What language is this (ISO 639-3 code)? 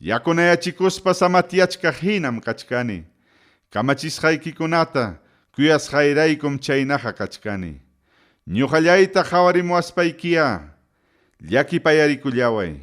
quy